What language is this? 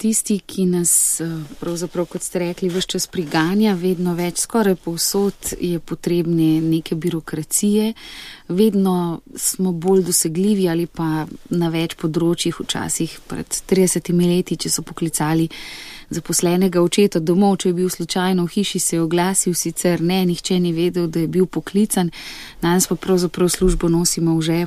Slovenian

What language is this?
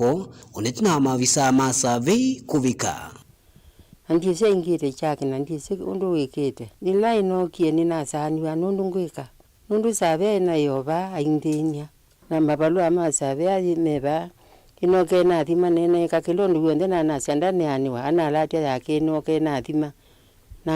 Kamba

